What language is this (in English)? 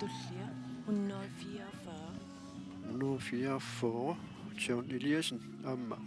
Kalaallisut